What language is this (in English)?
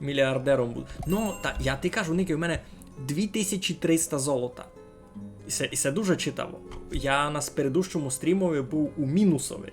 Rusyn